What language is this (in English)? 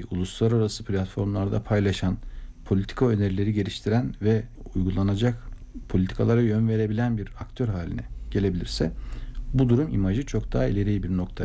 Turkish